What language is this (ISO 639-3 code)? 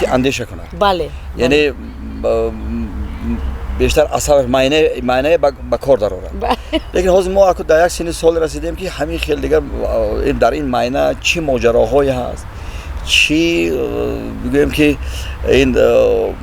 tgk